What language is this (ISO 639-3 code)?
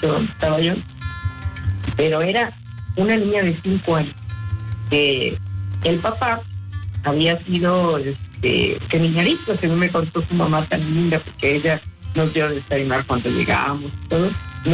spa